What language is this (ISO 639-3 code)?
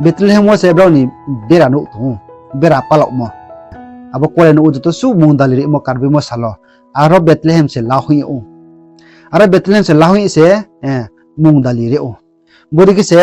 ria